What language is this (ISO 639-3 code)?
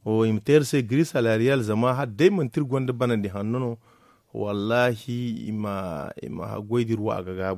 dje